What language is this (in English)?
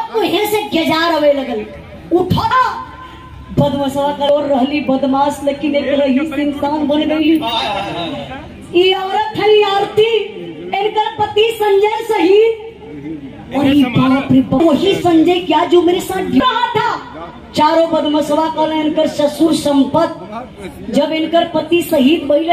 Bhojpuri